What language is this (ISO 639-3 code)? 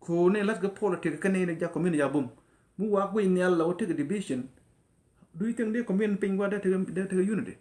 nus